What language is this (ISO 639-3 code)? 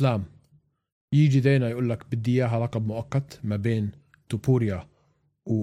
apc